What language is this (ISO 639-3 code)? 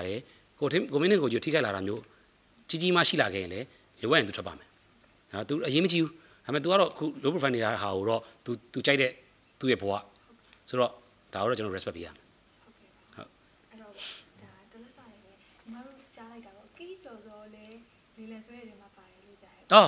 mya